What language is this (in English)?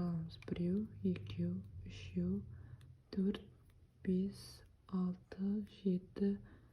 Kazakh